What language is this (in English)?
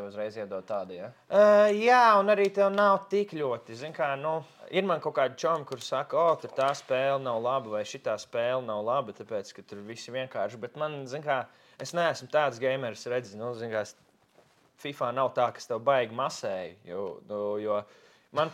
Latvian